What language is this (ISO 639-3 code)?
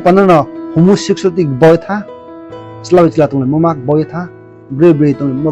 ria